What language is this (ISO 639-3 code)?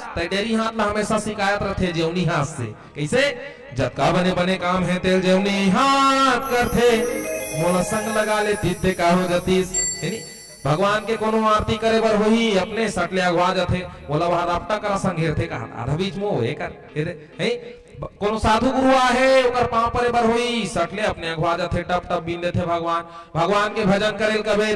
hne